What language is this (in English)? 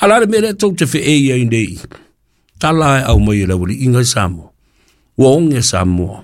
Samoan